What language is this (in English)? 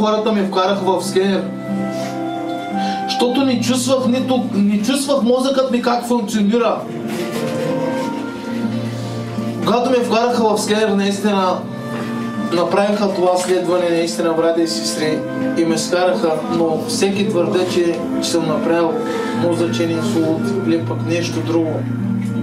Bulgarian